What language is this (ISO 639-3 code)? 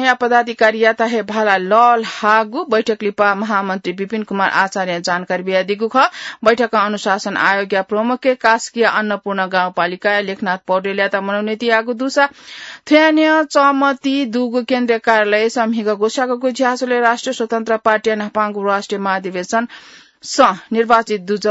new